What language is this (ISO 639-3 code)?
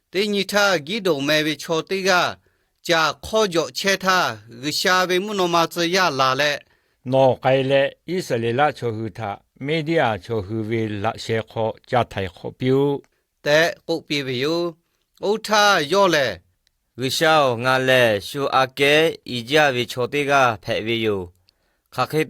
lhu